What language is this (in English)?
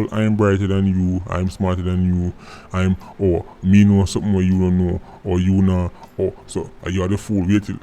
Jamaican Creole English